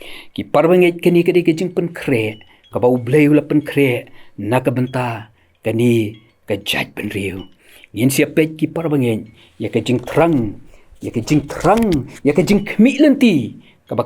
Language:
Khasi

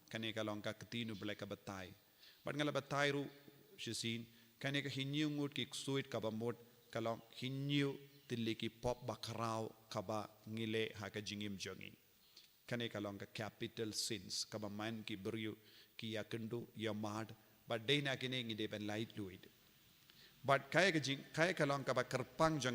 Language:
Khasi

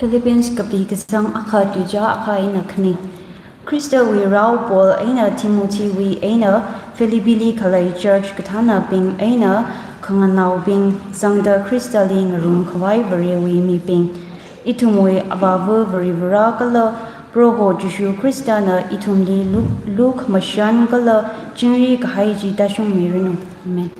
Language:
Tangkhul Naga (India)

